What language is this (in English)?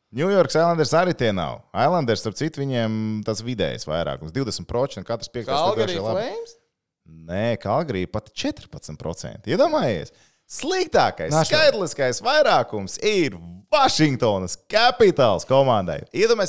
Latvian